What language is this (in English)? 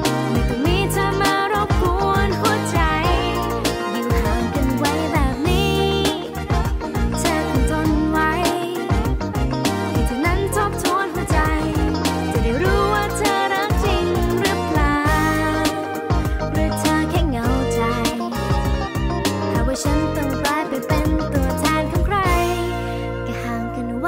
Thai